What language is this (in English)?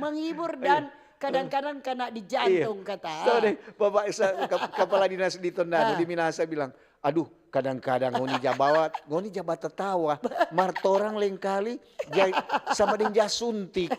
Manado Malay